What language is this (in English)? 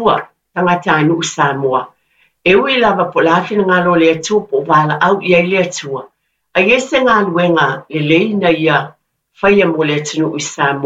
Samoan